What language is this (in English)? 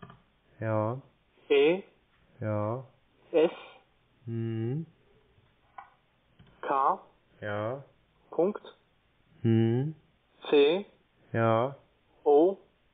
German